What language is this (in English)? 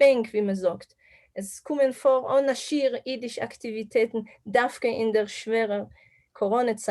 Yiddish